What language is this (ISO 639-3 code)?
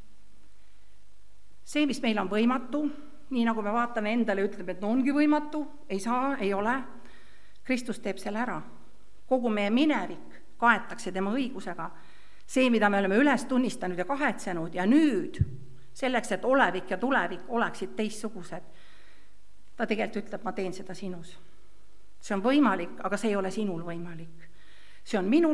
est